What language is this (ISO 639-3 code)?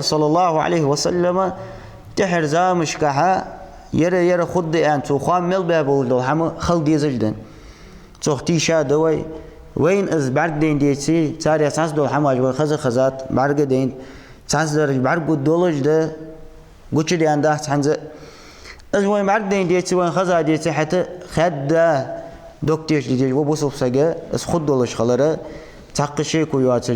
inh